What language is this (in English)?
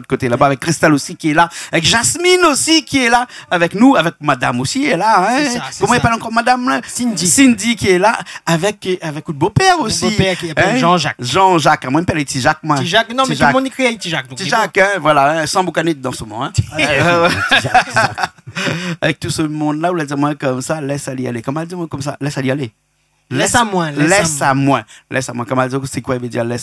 Réunion Creole French